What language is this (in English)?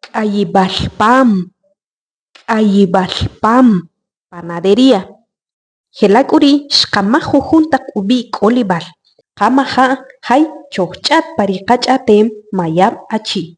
Achi